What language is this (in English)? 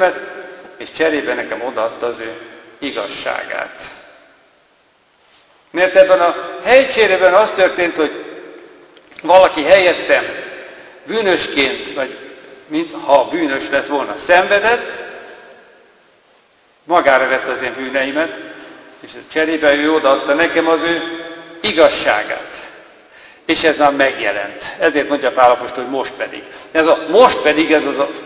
Hungarian